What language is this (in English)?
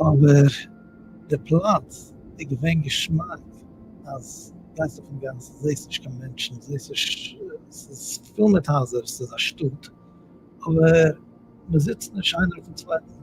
Yiddish